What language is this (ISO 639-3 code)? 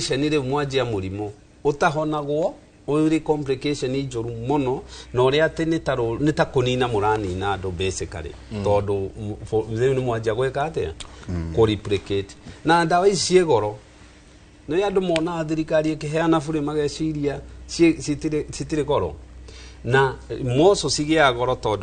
kik